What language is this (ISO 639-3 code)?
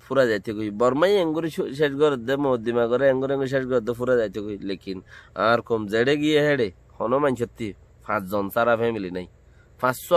rhg